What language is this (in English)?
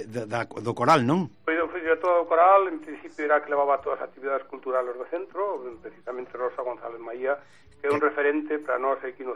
Galician